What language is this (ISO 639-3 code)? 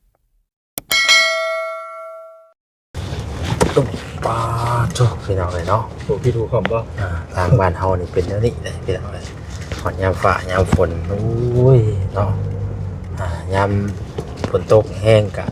lao